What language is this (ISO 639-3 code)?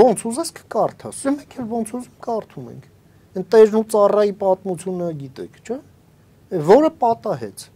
hye